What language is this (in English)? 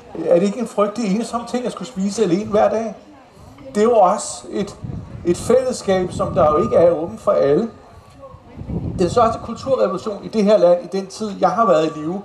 Danish